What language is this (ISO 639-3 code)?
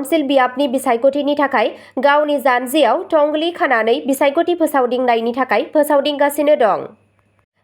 brx